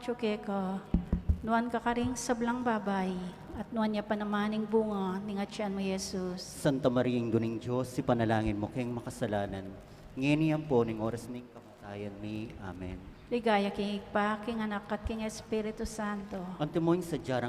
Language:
Pampanga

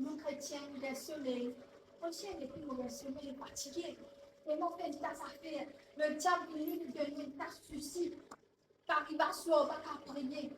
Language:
Morisyen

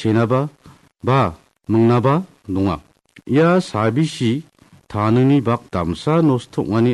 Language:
Garo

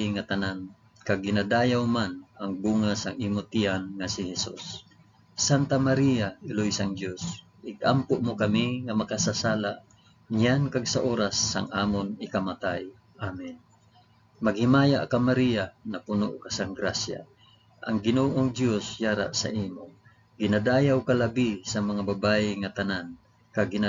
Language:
Hiligaynon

